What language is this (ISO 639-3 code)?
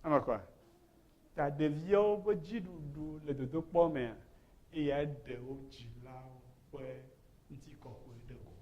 ewe